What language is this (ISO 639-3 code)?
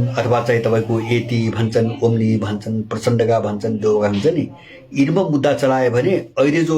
nep